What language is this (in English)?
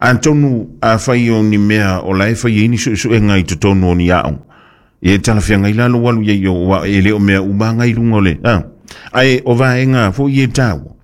Samoan